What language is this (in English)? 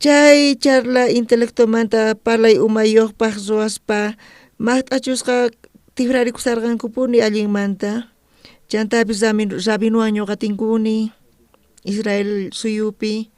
South Bolivian Quechua